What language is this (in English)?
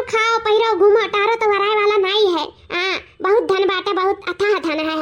Awadhi